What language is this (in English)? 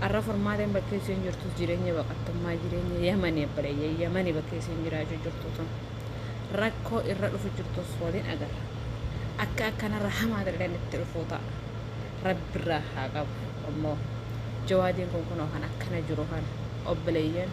Oromo